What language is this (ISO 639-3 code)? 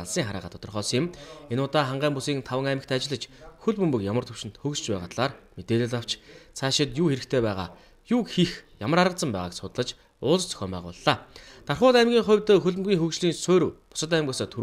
mon